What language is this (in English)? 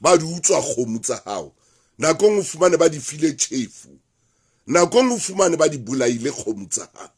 Southern Sotho